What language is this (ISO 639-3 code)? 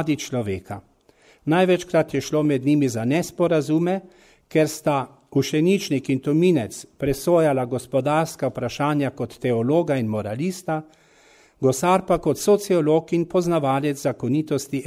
slv